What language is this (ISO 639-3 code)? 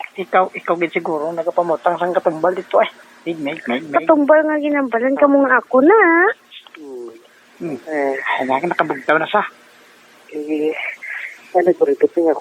hil